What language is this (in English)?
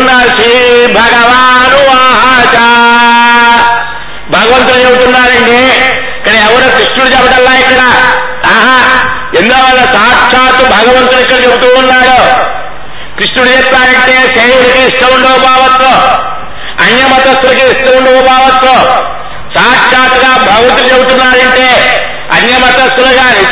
Telugu